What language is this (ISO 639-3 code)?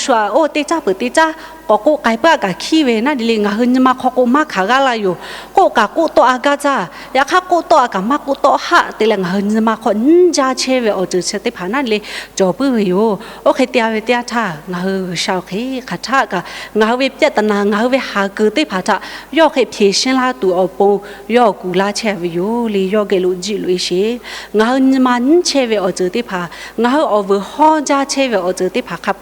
lhu